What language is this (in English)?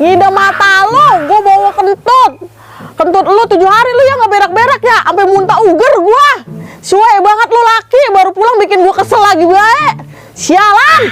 Betawi